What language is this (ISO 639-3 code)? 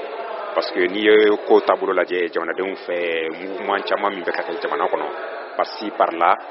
bam